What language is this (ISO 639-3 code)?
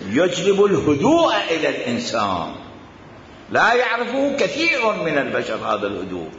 acm